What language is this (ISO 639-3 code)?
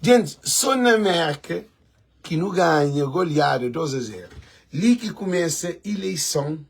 kea